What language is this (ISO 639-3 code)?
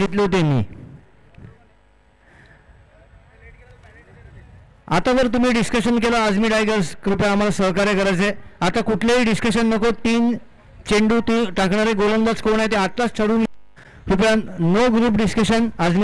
mar